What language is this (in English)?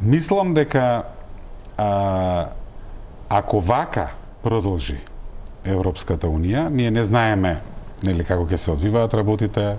Macedonian